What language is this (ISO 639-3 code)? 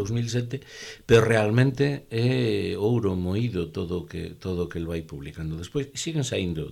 glg